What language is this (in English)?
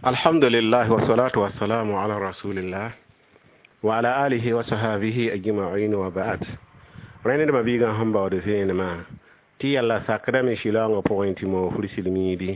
Mossi